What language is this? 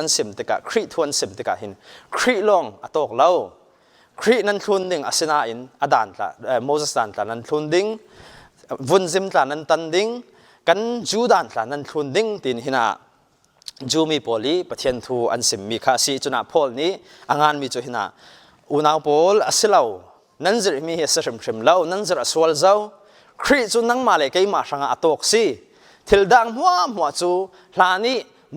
Falam Chin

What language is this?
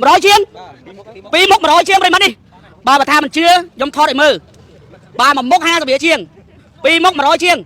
Khmer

